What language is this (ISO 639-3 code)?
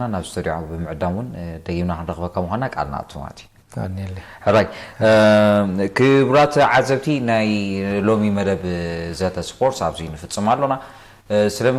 tir